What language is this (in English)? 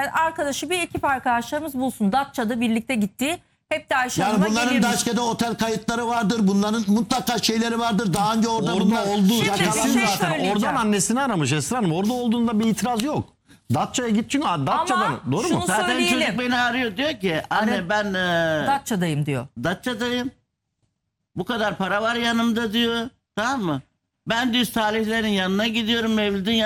Turkish